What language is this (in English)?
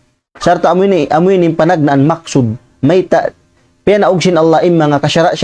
Tausug